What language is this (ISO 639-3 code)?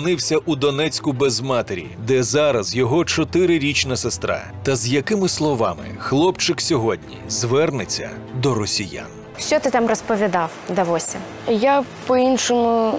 ukr